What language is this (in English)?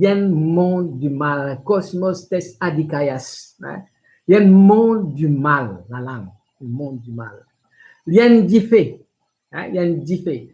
Morisyen